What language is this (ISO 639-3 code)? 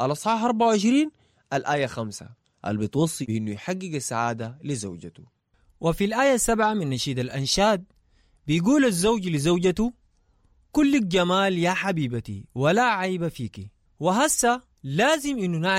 apd